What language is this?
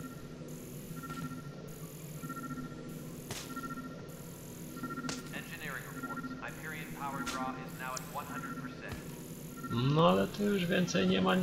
Polish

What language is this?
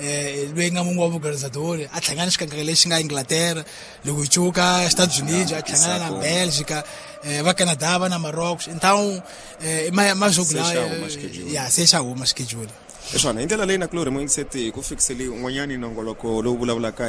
Tsonga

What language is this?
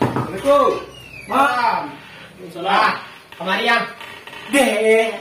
Minangkabau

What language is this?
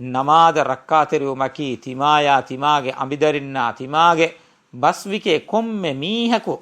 Divehi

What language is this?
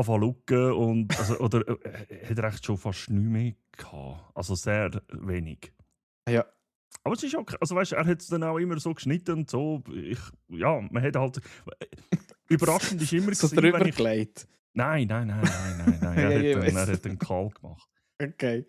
Swiss German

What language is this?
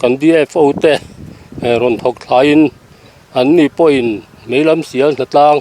Mizo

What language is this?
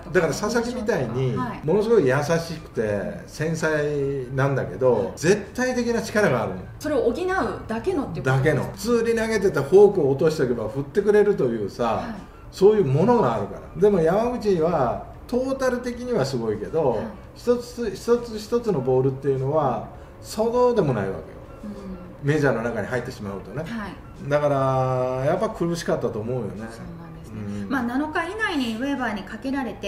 Japanese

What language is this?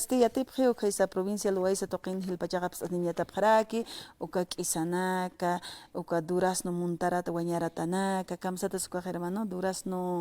Aymara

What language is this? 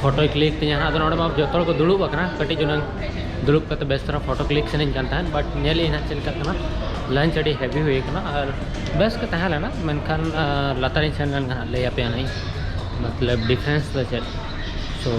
Santali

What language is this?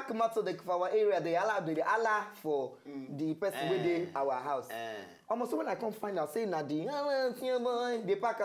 Nigerian Pidgin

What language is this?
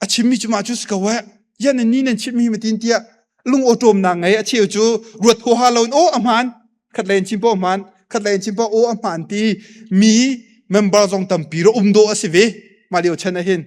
Hakha Chin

